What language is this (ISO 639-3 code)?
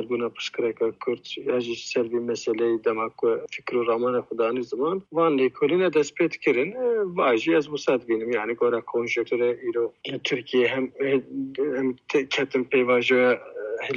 kur